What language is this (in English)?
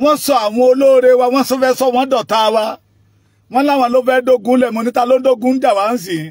Yoruba